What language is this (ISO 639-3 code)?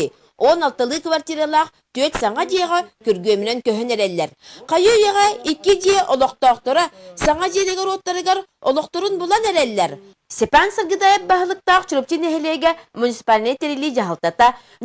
sah